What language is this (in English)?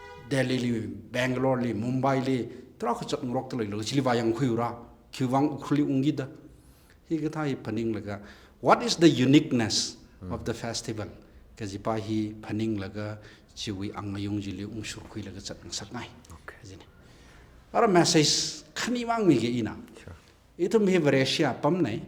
Tangkhul Naga (India)